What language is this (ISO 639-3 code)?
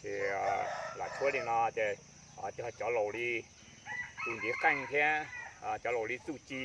hmn